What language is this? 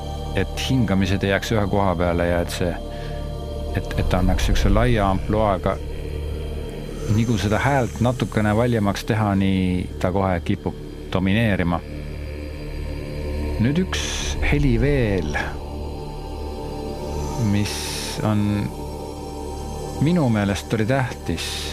Estonian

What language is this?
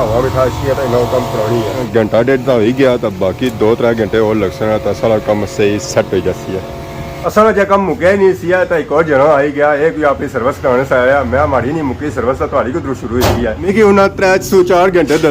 Pahari-Potwari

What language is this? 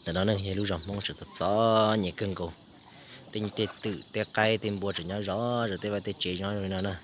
Hmong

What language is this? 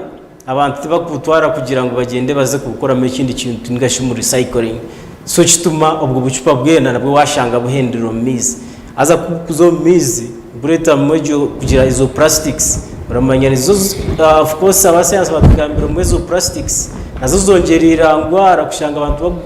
Nyankole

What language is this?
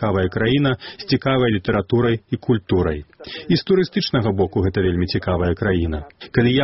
Belarusian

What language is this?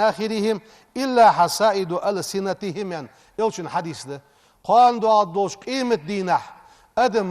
Ingush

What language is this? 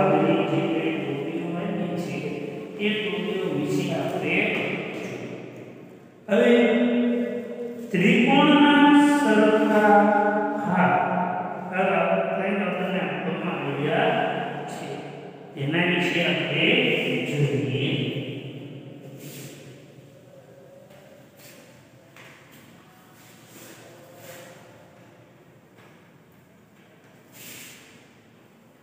Gujarati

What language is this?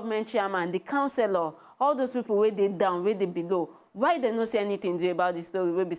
Nigerian Pidgin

